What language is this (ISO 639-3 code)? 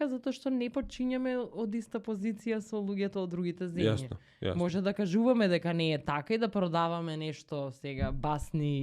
mkd